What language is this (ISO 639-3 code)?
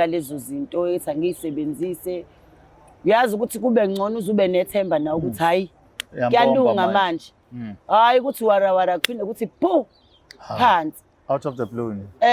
zul